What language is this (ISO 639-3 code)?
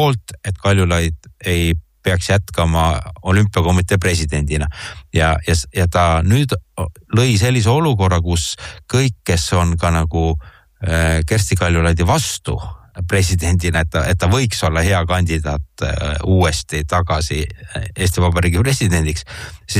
est